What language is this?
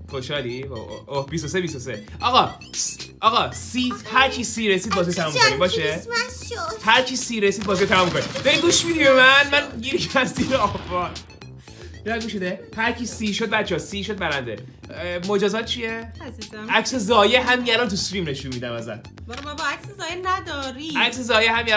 Persian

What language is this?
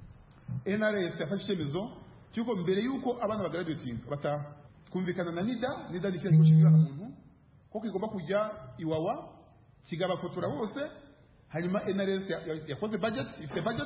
Kinyarwanda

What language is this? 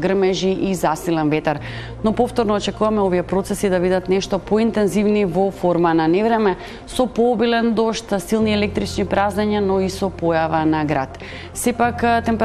Macedonian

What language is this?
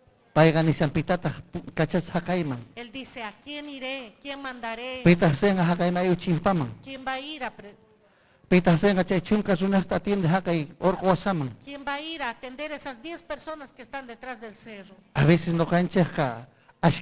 Ayacucho Quechua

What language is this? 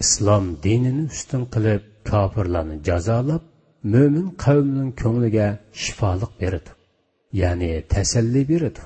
Uyghur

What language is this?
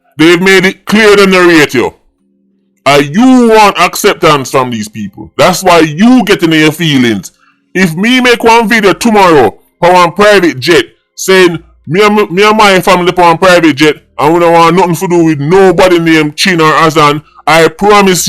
Jamaican Creole English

